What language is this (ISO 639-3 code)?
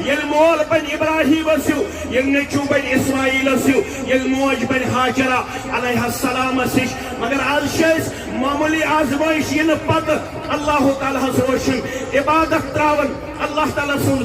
kas